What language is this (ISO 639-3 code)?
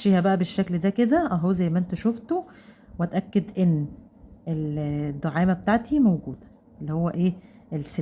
arz